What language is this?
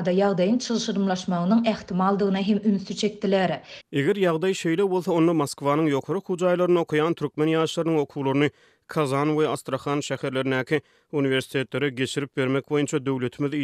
Turkmen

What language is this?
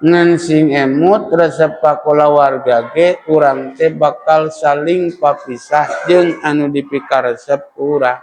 Sundanese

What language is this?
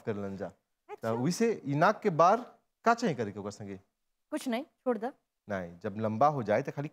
Bhojpuri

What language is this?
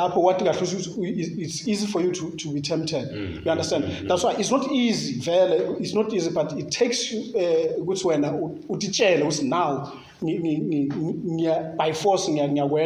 Zulu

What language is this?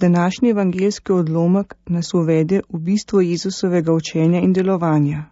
Slovenian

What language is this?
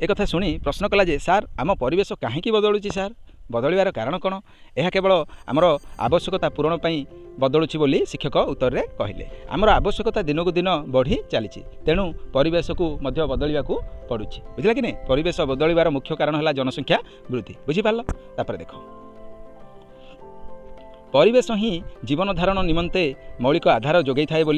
Odia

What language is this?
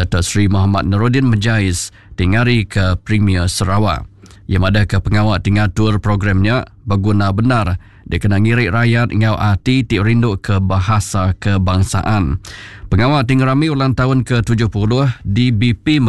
Iban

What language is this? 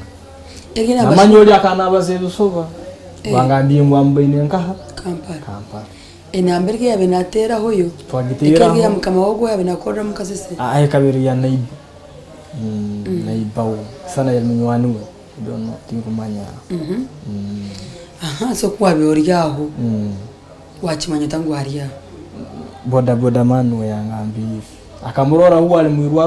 Nyankole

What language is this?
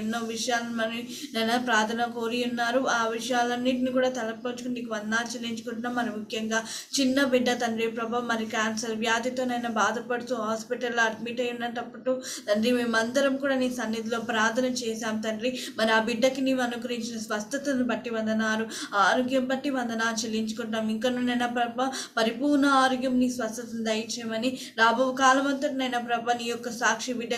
Telugu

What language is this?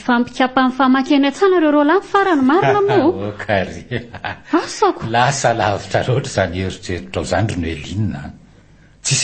Malagasy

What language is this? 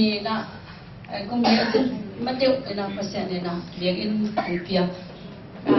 Tedim Chin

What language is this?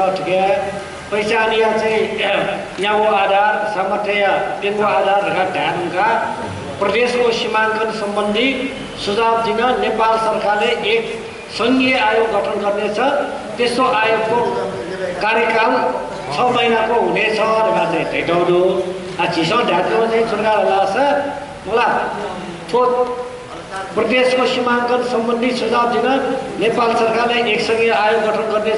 Newari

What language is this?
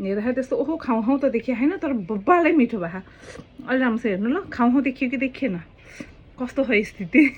Nepali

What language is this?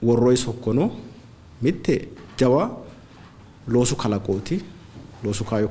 Sidamo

